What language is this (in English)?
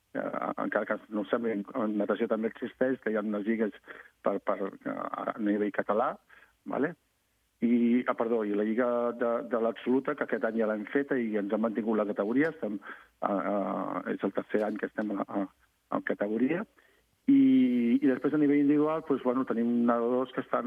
Catalan